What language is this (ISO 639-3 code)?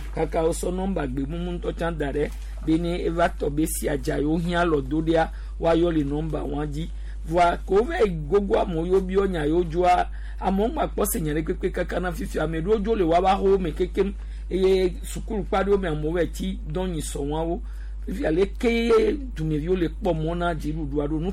gej